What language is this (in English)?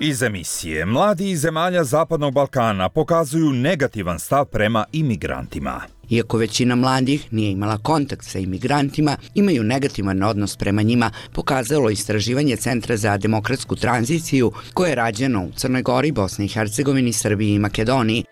Croatian